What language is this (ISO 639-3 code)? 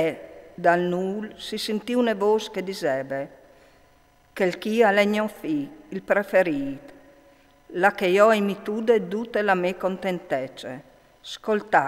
fur